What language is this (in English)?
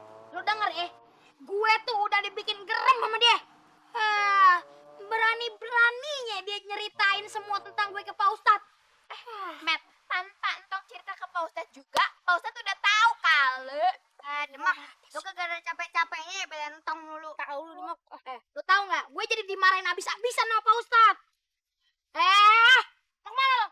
Betawi